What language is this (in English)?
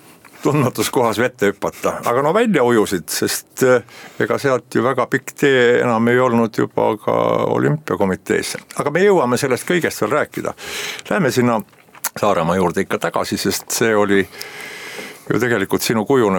Estonian